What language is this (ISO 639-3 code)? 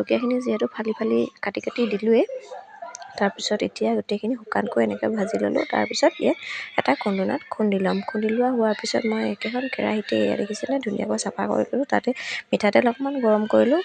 asm